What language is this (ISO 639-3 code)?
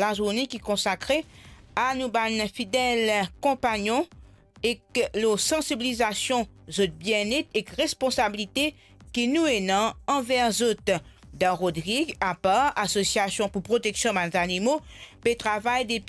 mfe